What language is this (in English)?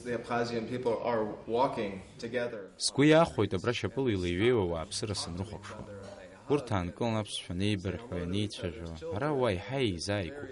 Abkhazian